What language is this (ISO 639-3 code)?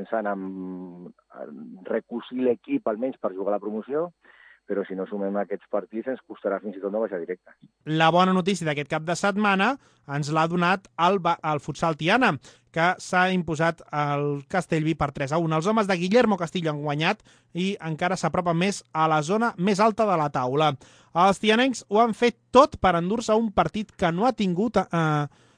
cat